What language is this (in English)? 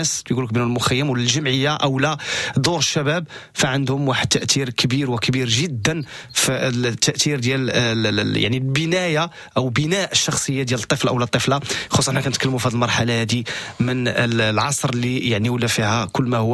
Moroccan Arabic